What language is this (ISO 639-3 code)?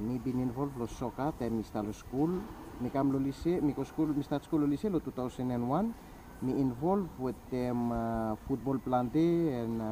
bis